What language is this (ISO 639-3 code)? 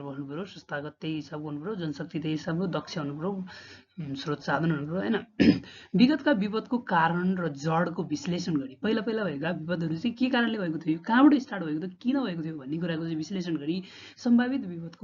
nep